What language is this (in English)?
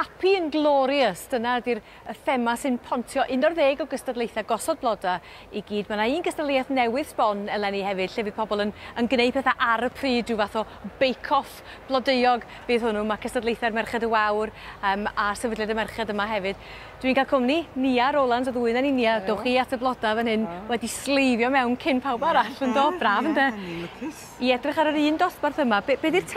Welsh